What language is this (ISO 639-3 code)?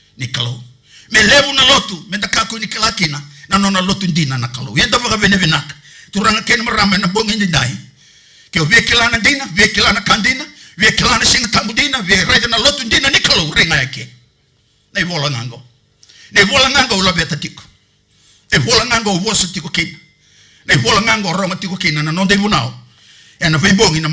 fij